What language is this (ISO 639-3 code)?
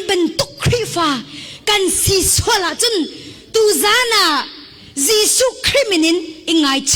cnh